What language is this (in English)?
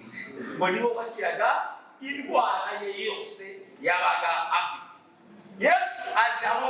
Kinyarwanda